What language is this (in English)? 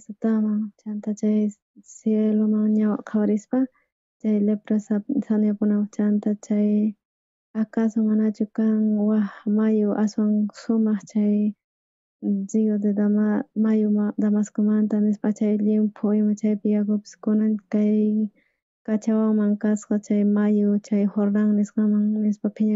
South Bolivian Quechua